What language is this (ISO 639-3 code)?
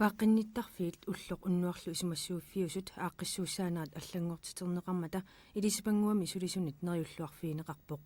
kal